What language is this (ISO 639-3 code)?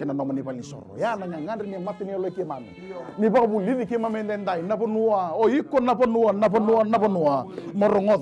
fij